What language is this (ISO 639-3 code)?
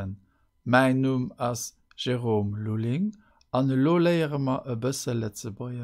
ltz